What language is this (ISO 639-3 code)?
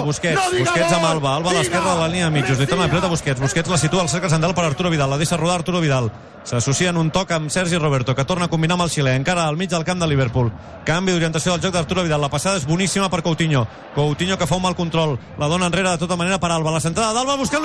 cat